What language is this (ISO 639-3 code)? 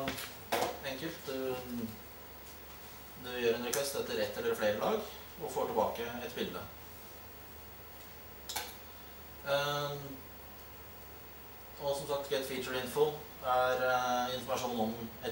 nor